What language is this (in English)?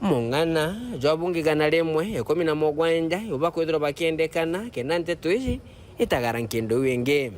Meru